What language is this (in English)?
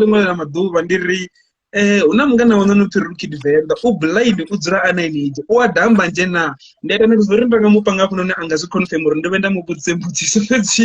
Venda